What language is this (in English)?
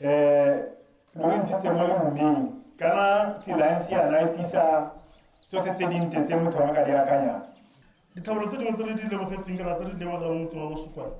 Tswana